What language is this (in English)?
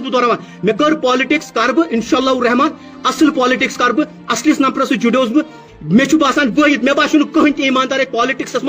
Kashmiri